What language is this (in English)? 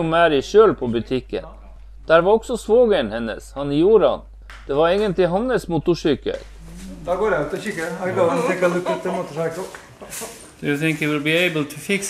Norwegian